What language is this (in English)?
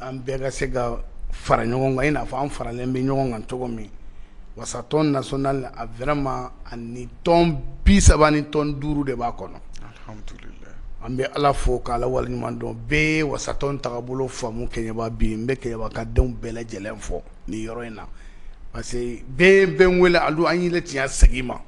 Bambara